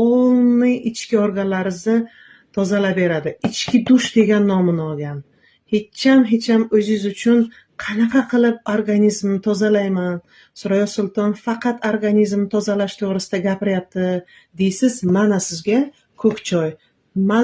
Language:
Uzbek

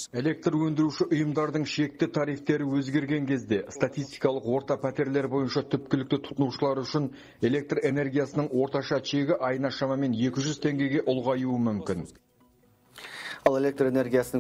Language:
Kazakh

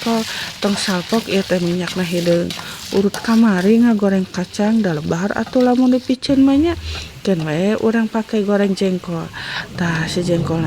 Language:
Sundanese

